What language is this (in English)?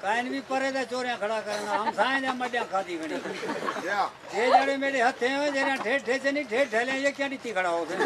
Saraiki